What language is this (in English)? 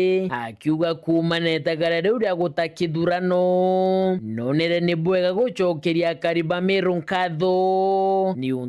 Meru